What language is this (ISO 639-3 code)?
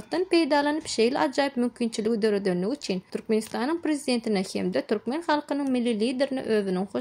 tuk